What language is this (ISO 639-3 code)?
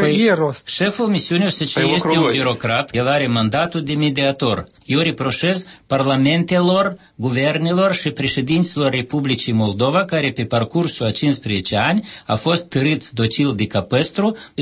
ron